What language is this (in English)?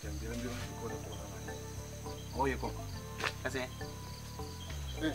Manado Malay